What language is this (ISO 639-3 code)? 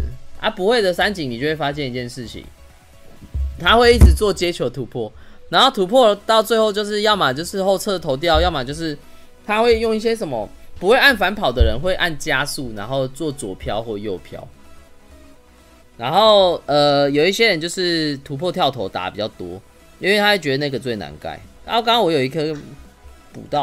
zho